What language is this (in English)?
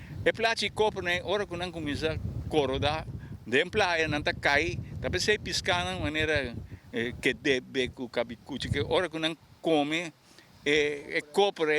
Papiamento